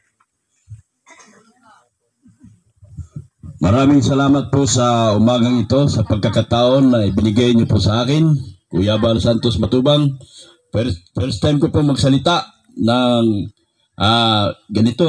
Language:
Filipino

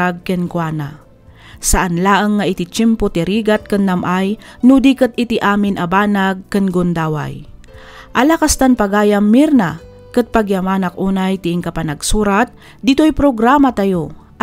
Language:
Iloko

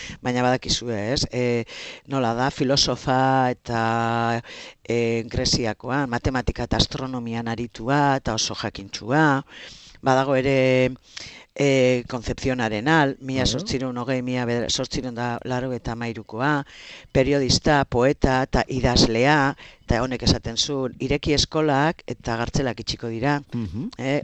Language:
Basque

